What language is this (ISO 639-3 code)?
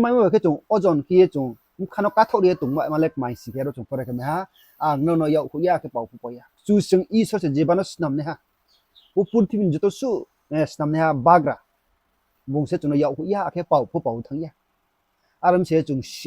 ria